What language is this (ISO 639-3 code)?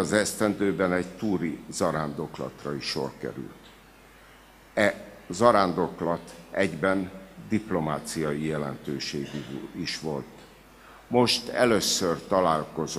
hun